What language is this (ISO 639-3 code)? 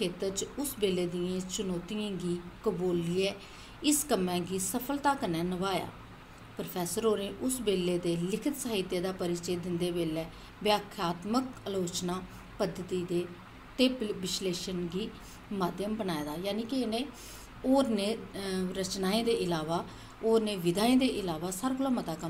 doi